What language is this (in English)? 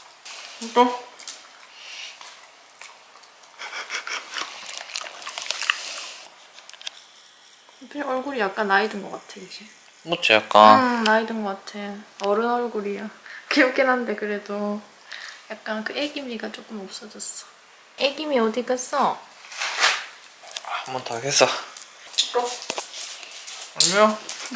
Korean